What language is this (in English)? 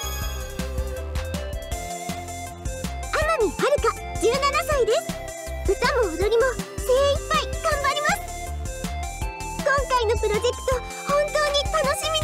Japanese